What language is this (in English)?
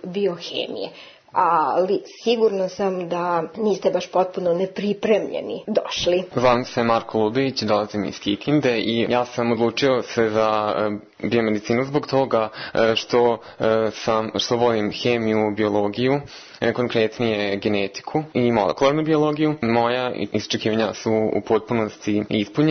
Serbian